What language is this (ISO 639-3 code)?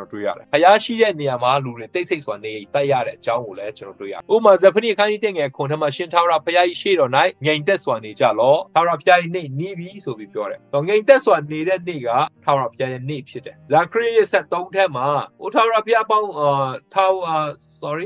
mya